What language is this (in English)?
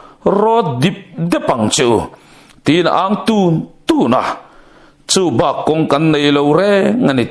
Mizo